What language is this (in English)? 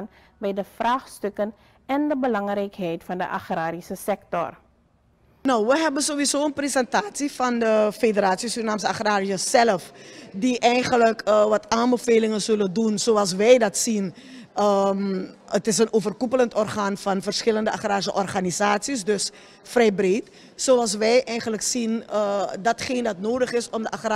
Dutch